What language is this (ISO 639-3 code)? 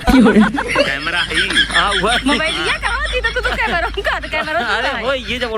awa